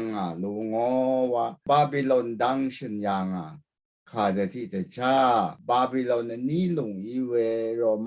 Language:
Rawang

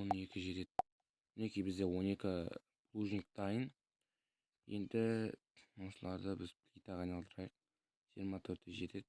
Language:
Kazakh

